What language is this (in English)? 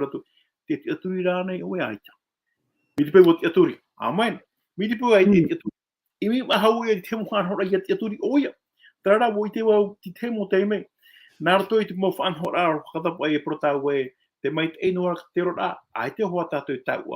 Tahitian